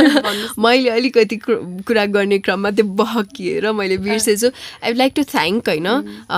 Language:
Nepali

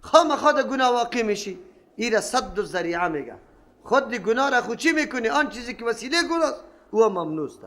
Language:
Persian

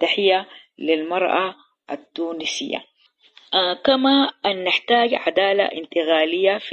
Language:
Sudanese Arabic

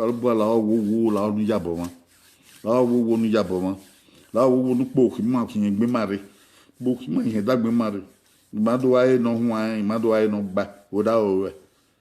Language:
Bini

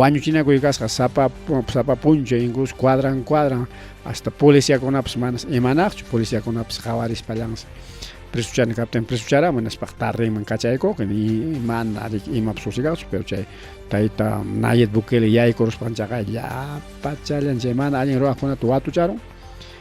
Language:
Ayacucho Quechua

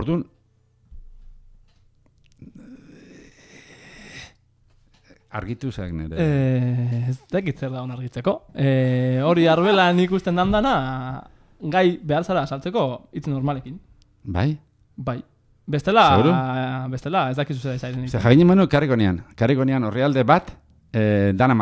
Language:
Basque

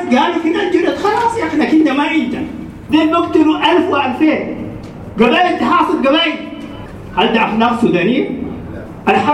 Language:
Sudanese Arabic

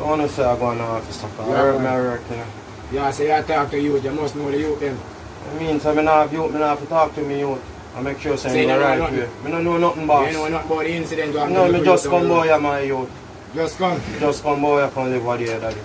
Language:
Jamaican Creole English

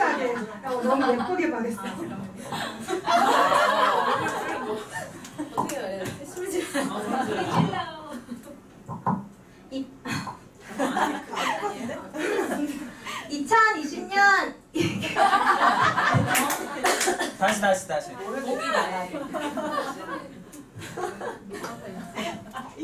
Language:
Korean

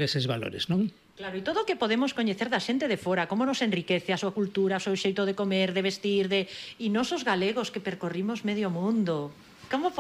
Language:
Galician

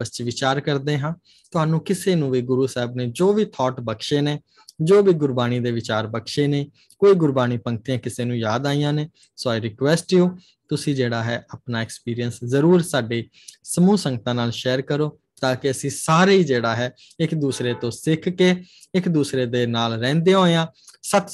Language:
Punjabi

